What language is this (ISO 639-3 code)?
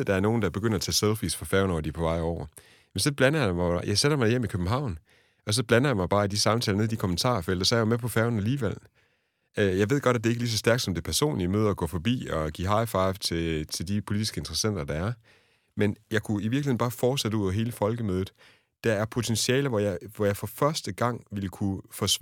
dan